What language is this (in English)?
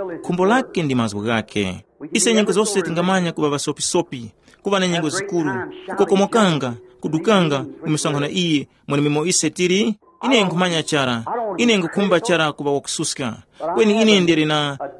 Tumbuka